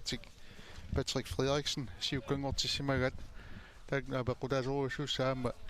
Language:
Kalaallisut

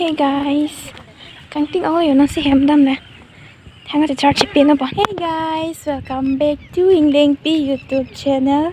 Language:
Karbi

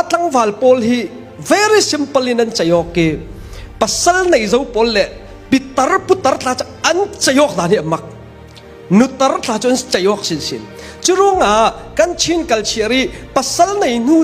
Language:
Hakha Chin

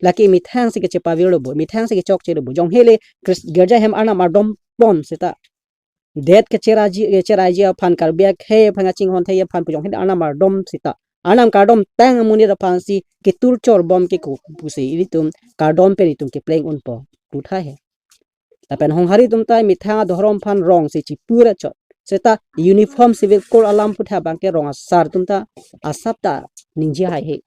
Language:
Karbi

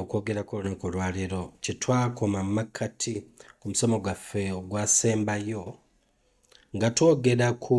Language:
Ganda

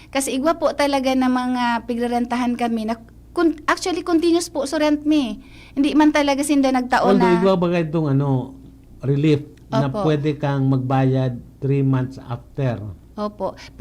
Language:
Bikol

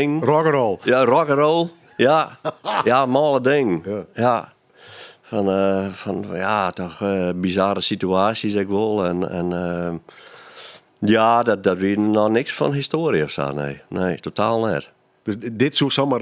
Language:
Western Frisian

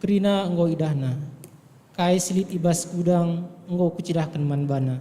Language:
Batak Karo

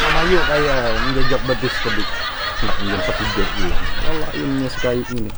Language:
Banjar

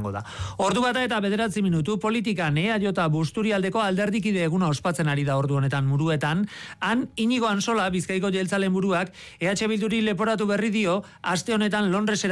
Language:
Basque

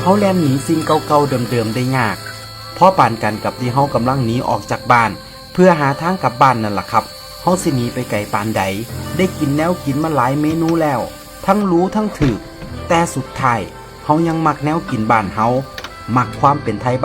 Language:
Northeastern Thai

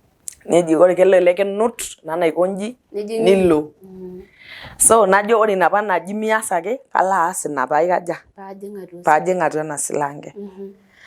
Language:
Masai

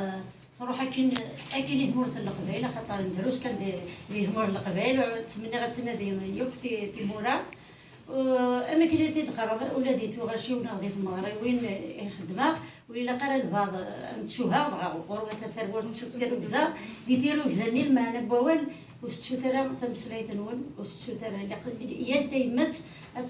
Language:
Kabyle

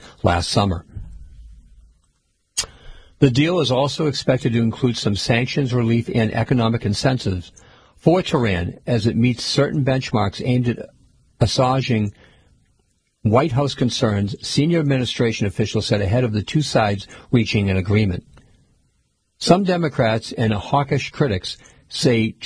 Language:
English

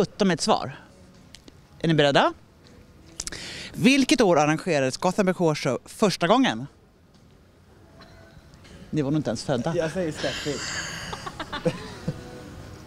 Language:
Swedish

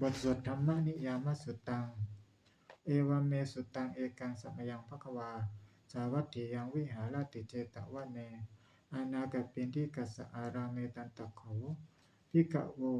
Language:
Pali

